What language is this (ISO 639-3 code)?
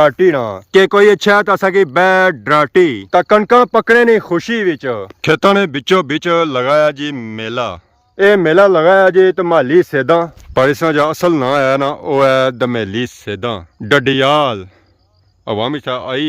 phr